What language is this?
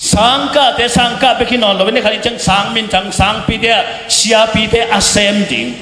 Tedim Chin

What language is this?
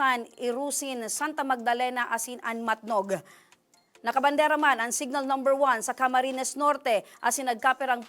Bikol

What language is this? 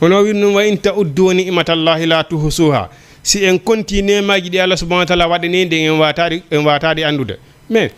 Fula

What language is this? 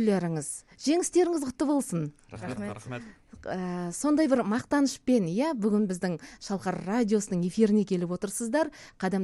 Kazakh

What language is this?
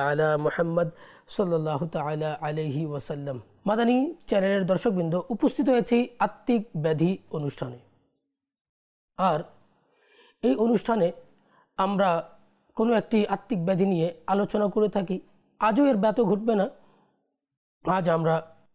Bangla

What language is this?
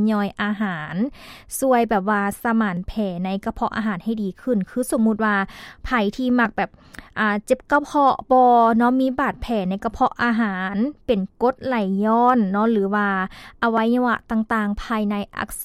Lao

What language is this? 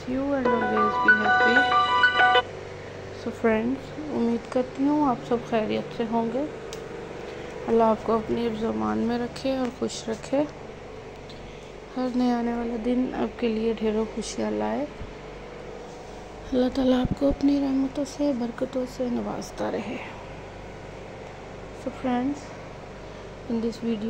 Hindi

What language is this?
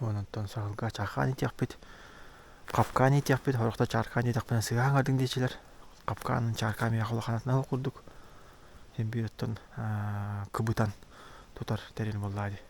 Yakut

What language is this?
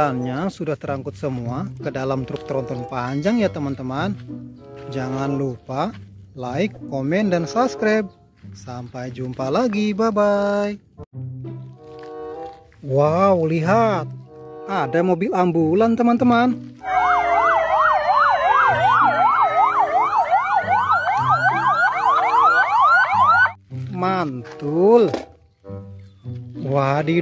Indonesian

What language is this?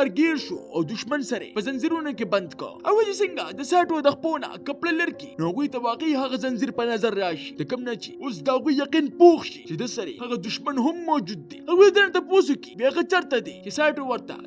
Pashto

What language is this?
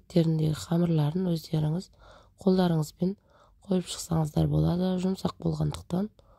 Kazakh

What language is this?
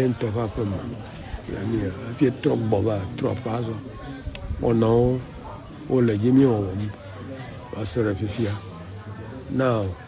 Ewe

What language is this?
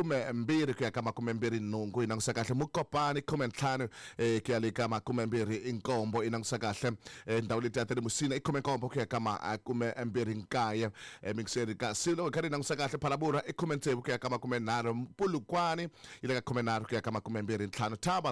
Tsonga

